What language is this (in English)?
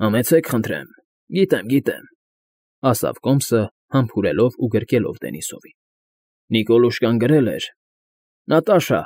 Armenian